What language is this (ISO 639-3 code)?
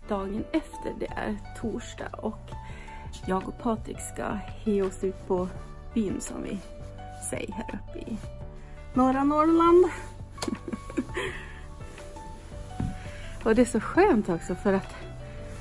swe